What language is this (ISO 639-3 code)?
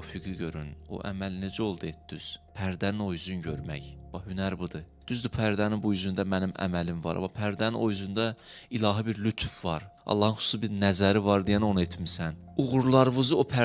aze